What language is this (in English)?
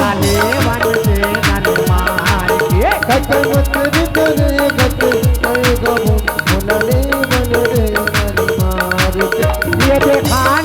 Chhattisgarhi